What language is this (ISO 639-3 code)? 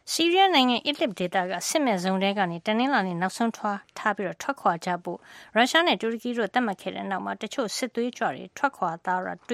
mya